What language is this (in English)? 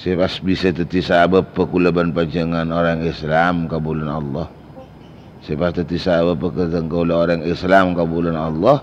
Madurese